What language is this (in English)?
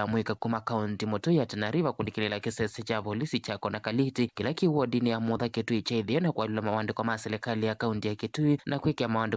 Kamba